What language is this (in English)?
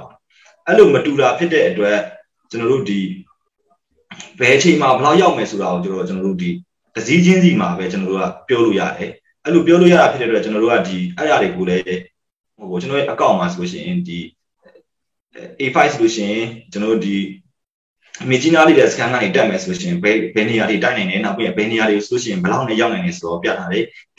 Burmese